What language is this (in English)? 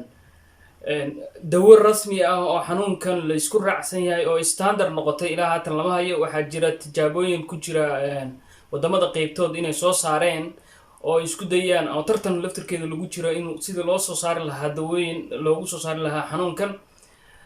Somali